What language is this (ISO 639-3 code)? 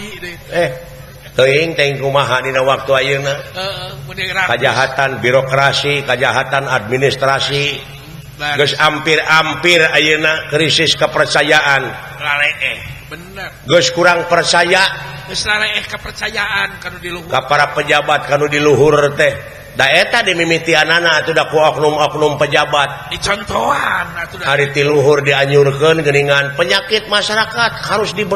sun